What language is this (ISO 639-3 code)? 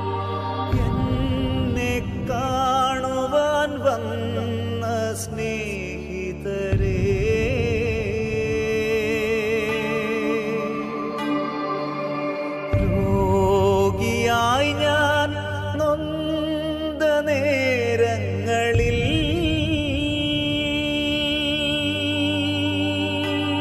mal